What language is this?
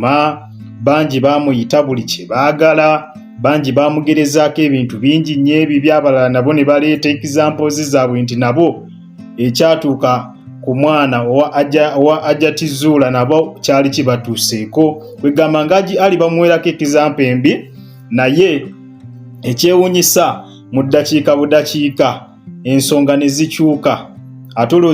Ganda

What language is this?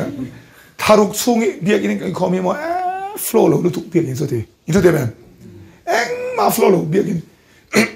Mizo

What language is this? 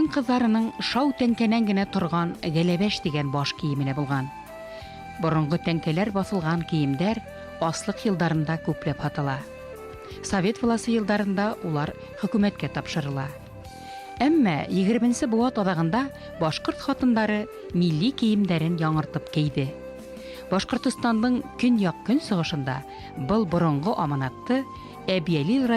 Bashkir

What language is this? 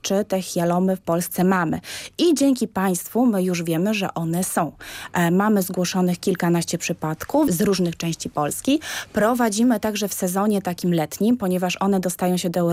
Polish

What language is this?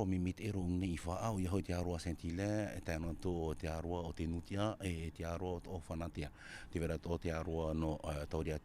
Tahitian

